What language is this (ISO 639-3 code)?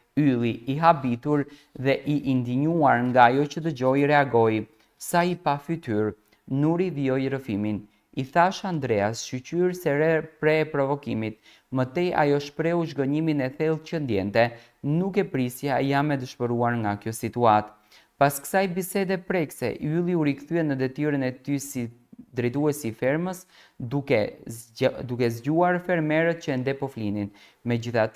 sqi